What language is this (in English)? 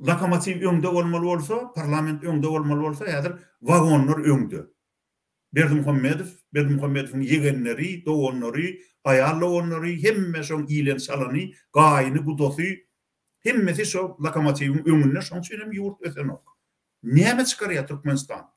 Turkmen